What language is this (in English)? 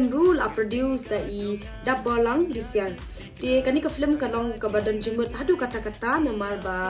Khasi